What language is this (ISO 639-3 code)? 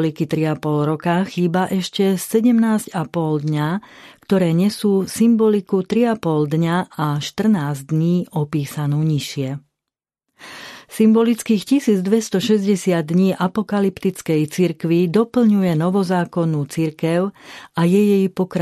slk